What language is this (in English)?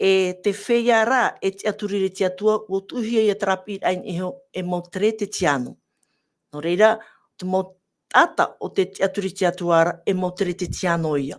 Tahitian